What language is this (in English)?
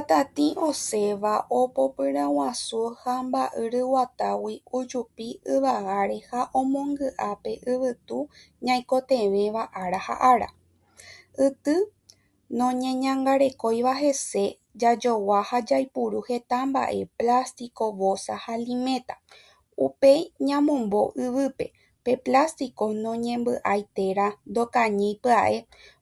Guarani